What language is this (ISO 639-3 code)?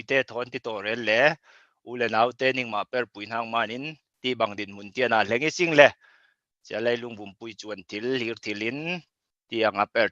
cfm